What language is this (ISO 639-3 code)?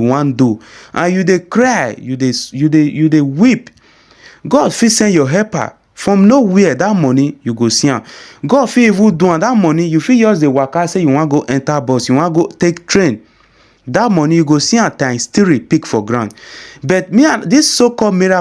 pcm